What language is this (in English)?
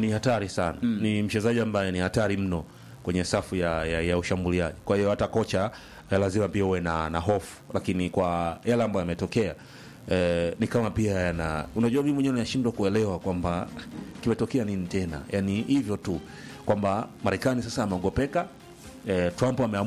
Swahili